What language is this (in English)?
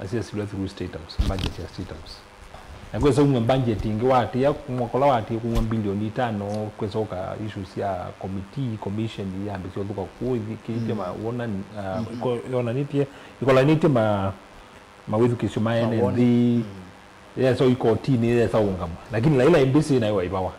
Kamba